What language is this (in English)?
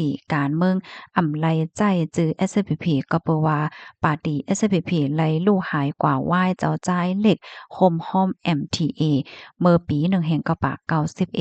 Shan